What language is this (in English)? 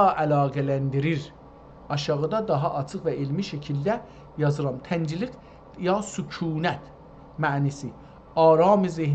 South Azerbaijani